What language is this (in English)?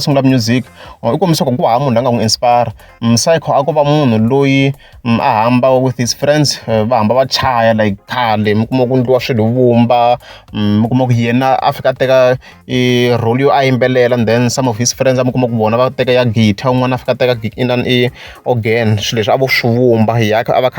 Tsonga